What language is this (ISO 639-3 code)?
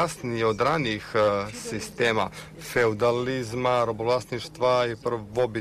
srp